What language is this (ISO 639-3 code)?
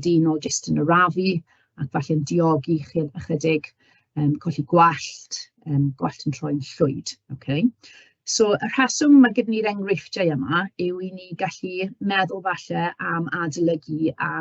cym